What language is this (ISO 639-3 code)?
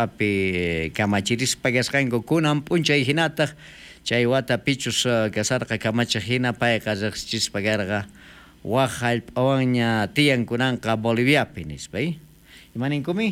quh